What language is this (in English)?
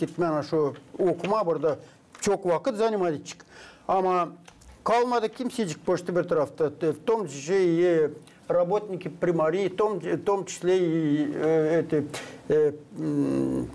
Gagauz